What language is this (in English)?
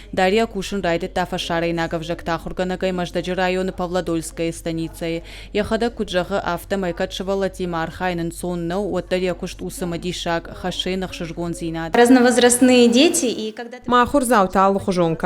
Ossetic